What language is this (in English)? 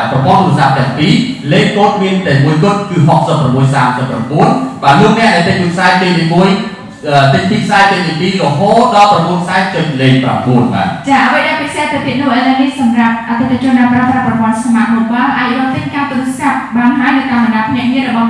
Khmer